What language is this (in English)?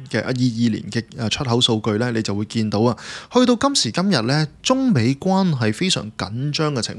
Cantonese